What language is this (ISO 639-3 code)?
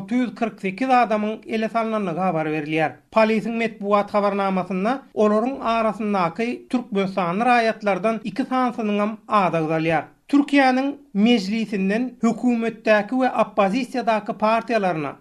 tuk